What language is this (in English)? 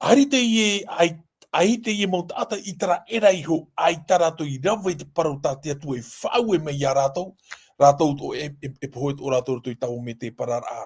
Tahitian